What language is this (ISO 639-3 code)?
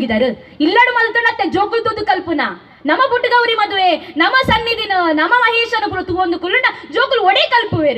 tcy